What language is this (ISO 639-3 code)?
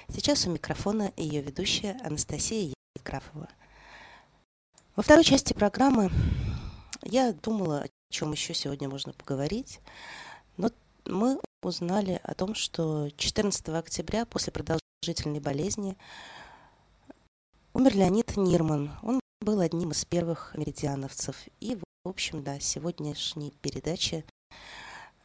rus